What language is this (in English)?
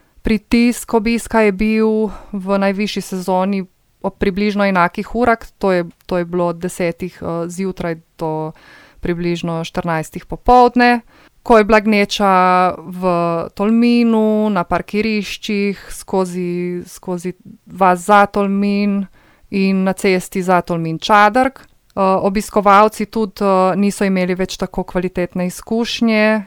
Slovenian